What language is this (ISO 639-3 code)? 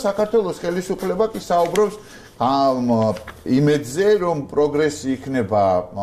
kat